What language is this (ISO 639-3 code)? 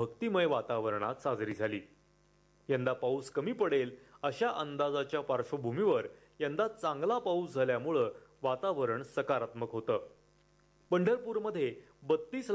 mar